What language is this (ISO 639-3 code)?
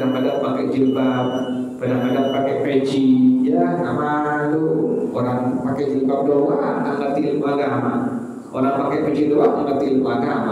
ind